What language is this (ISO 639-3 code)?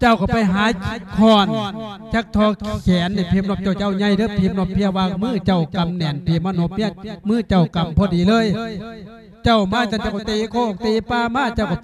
lao